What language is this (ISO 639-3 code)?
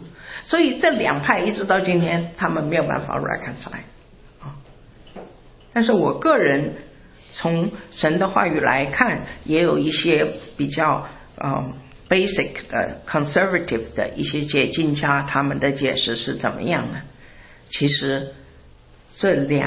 zho